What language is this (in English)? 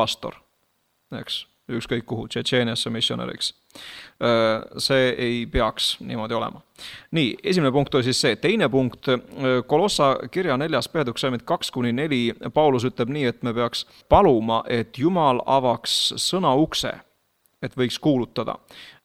Estonian